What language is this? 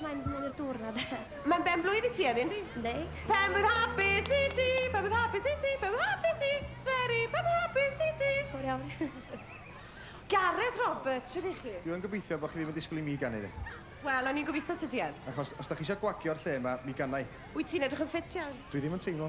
Welsh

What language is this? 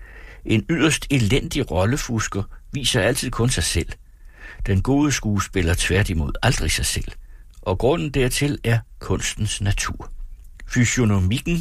Danish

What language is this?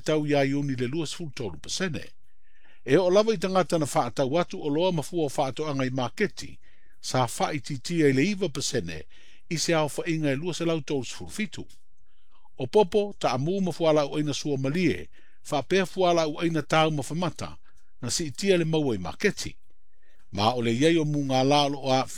Samoan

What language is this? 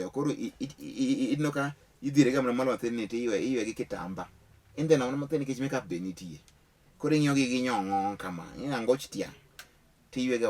Luo (Kenya and Tanzania)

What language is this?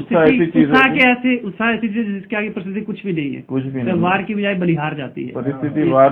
Hindi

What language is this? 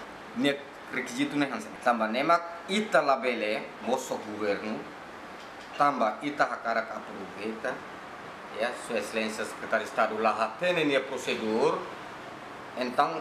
Tetum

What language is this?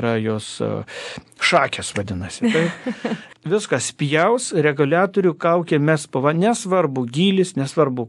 Lithuanian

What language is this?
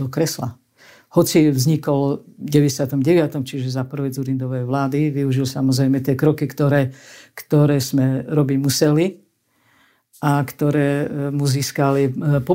Slovak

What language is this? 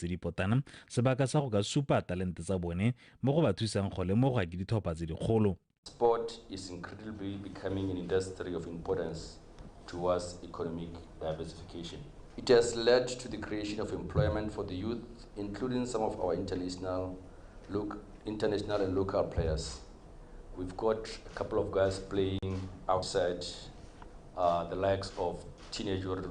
Tswana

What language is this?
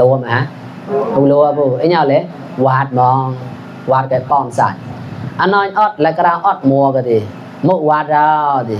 Mon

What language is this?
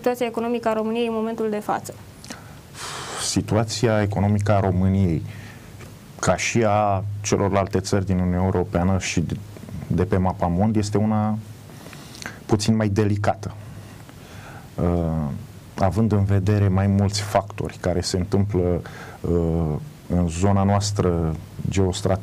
Romanian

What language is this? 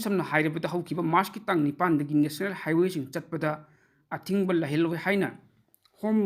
Manipuri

